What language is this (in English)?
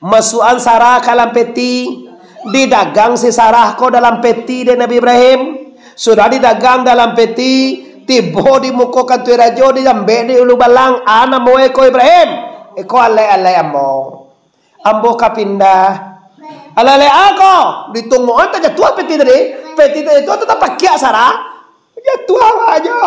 Minangkabau